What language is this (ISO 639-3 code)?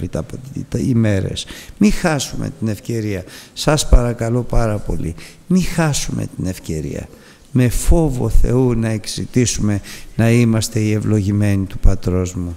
ell